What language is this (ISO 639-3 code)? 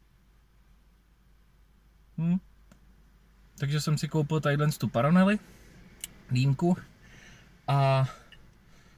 ces